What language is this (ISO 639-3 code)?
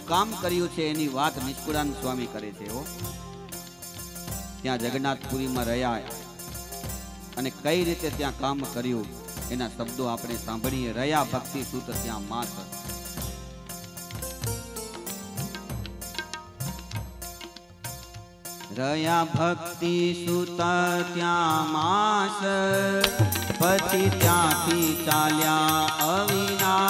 guj